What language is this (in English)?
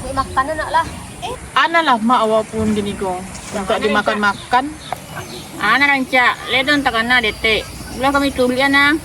Minangkabau